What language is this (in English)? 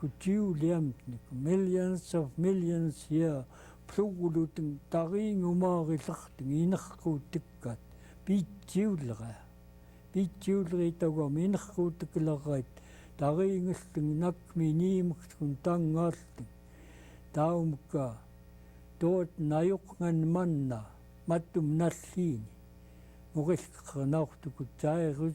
Central Yupik